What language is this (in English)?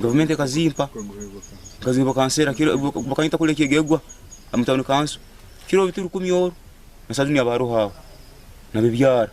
Nyankole